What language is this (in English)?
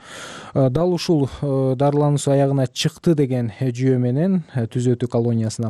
Kyrgyz